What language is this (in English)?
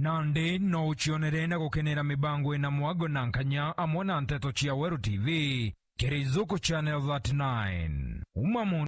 Meru